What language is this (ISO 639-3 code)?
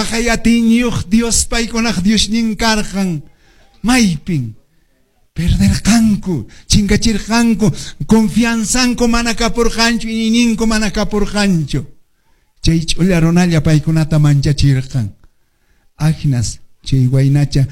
que